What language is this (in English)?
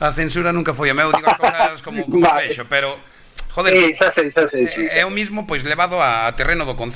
Galician